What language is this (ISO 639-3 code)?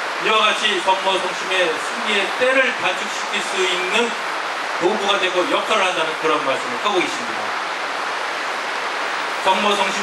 kor